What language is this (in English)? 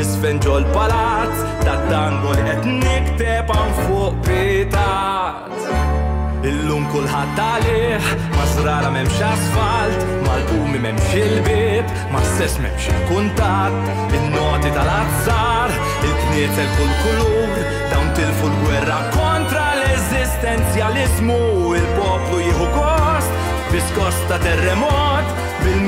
Maltese